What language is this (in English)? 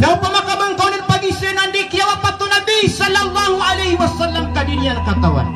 Maranao